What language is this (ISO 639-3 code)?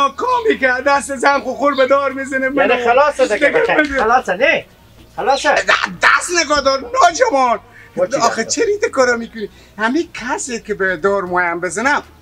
fas